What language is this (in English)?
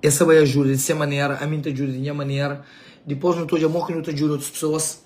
Kabuverdianu